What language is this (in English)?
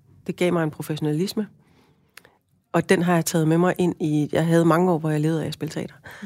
Danish